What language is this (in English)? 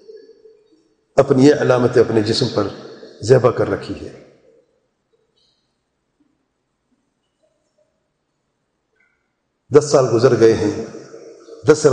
Urdu